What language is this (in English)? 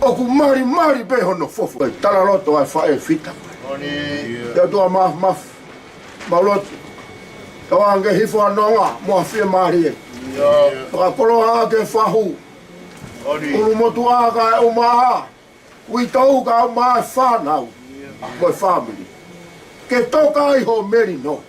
Tongan